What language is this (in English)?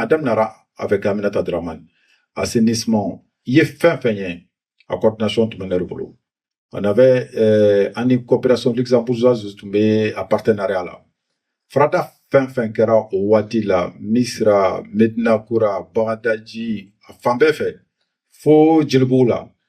Bambara